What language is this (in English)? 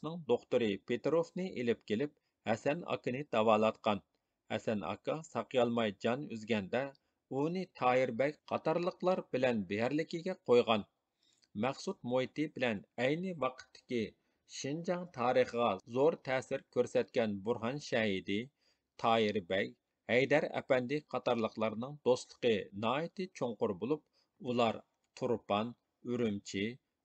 Uyghur